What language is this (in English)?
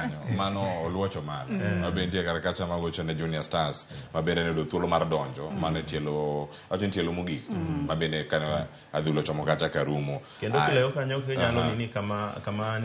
Luo (Kenya and Tanzania)